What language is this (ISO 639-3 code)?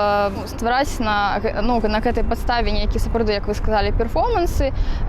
bel